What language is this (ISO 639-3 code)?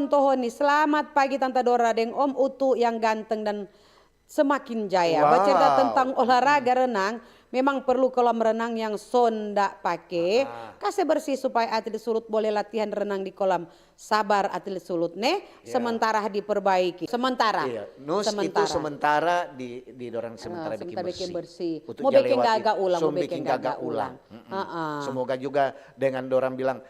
xmm